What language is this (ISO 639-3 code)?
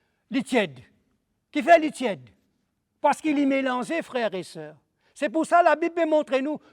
mfe